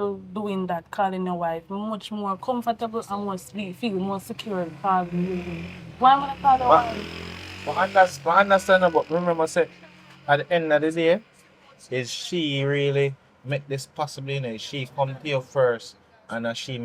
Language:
Jamaican Creole English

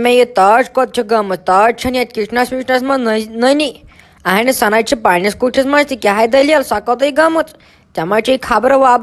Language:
Kashmiri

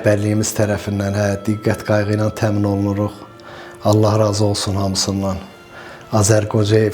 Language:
Azerbaijani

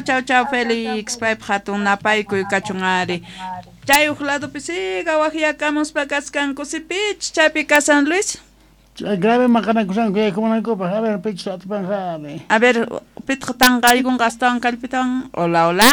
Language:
South Bolivian Quechua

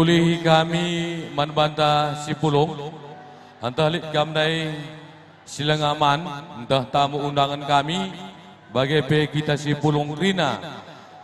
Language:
Batak Karo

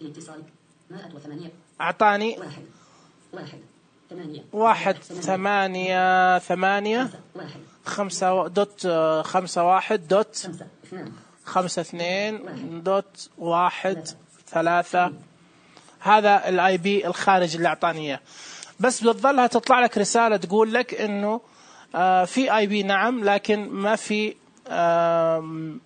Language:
Najdi Arabic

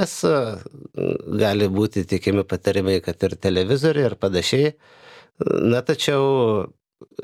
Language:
Lithuanian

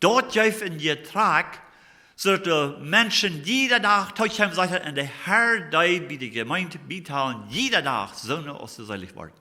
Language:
Plautdietsch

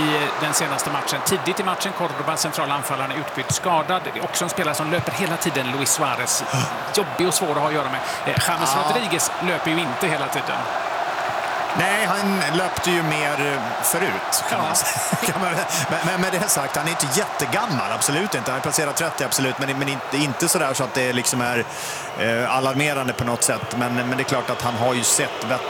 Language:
Swedish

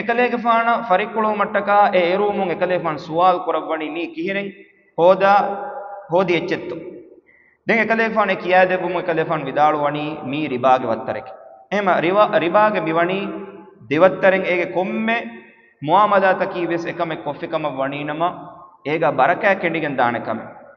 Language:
Divehi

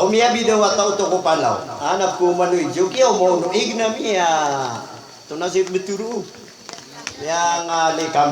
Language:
Maranao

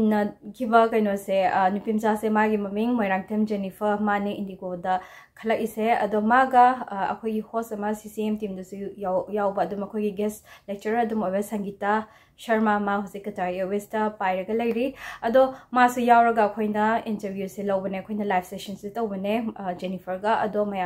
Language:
Manipuri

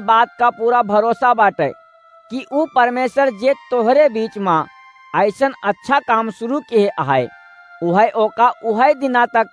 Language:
Awadhi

